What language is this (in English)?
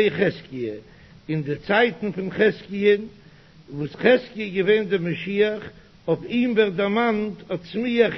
Yiddish